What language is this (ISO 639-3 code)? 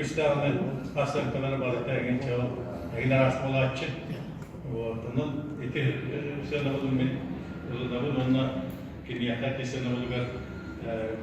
sah